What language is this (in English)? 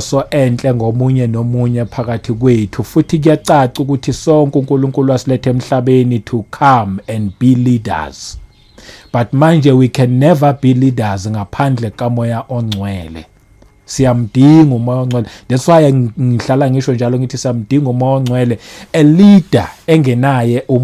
Zulu